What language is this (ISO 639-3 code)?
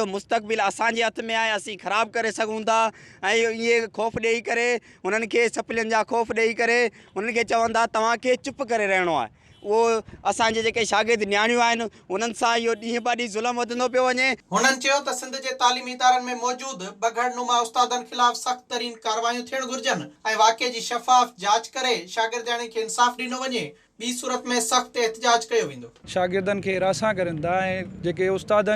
snd